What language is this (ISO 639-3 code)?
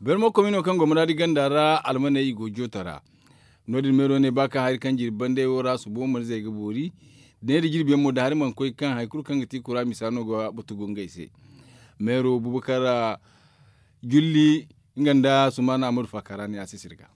dje